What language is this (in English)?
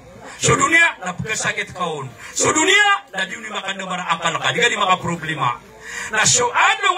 Maranao